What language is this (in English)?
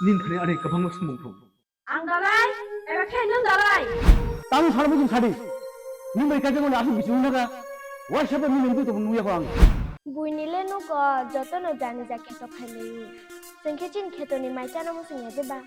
Kok Borok